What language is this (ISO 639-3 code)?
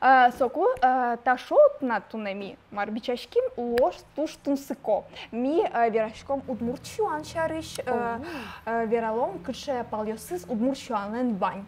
udm